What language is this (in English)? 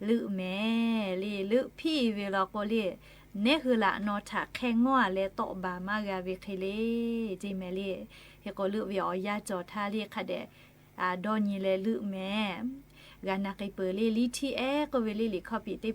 Lahu